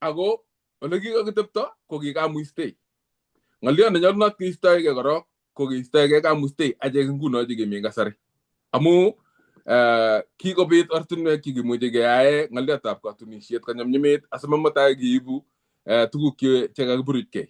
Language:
Kalenjin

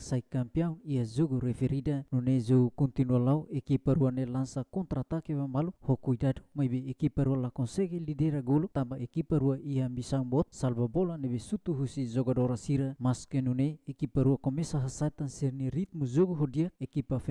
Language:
Tetum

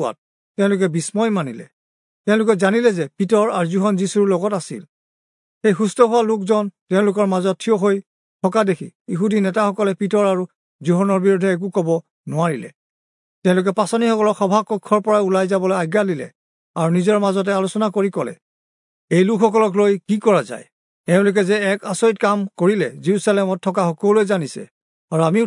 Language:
Assamese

